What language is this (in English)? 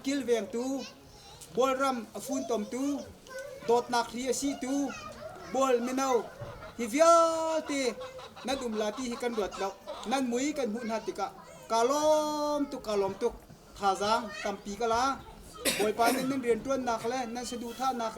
Hakha Chin